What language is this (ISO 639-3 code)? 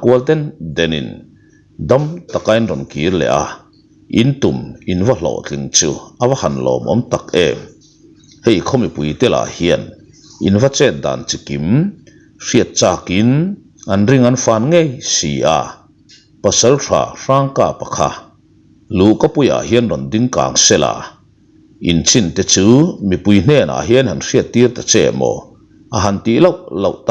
lus